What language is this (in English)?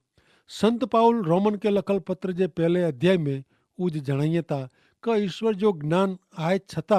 Kachhi